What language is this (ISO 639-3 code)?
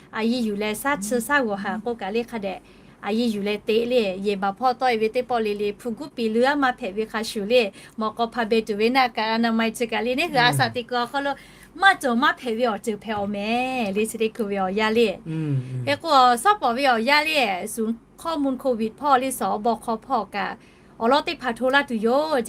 lhu